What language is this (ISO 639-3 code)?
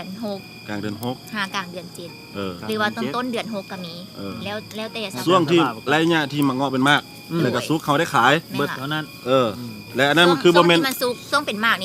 lao